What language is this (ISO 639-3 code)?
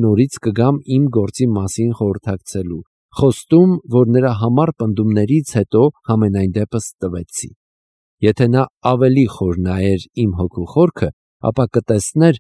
hye